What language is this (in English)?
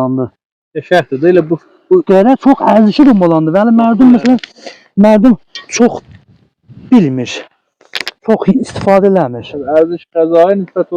South Azerbaijani